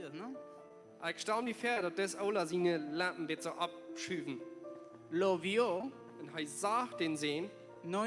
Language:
Plautdietsch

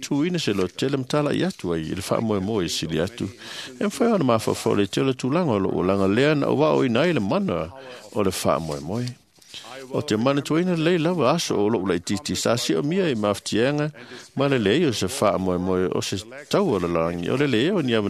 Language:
Samoan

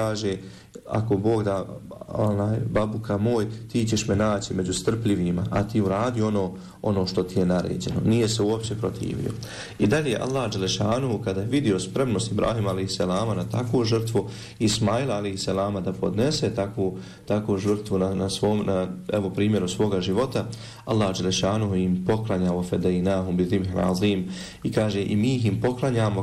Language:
Bosnian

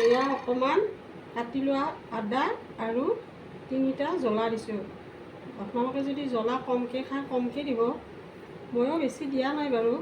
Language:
Assamese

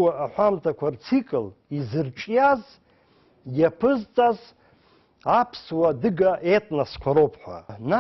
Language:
Abkhazian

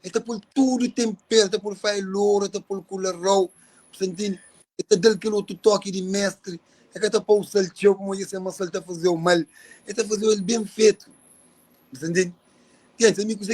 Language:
Kabuverdianu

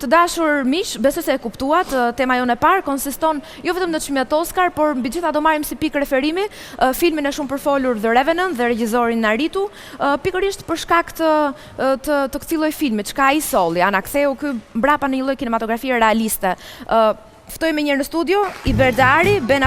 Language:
Albanian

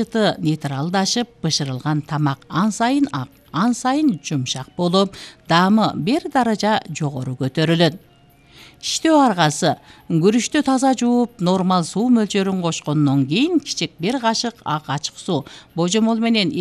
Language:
Kyrgyz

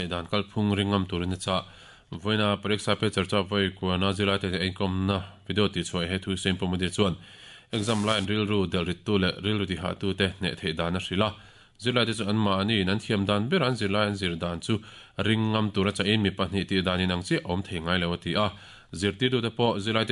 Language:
Mizo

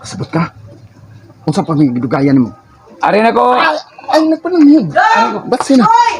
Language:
Cebuano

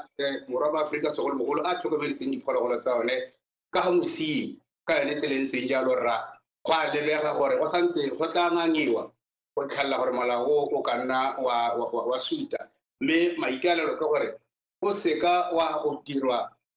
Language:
Tswana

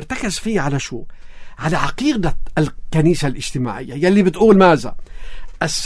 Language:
North Levantine Arabic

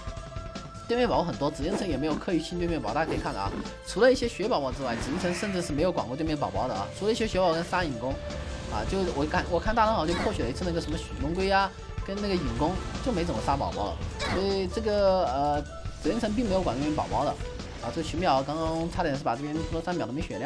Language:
Chinese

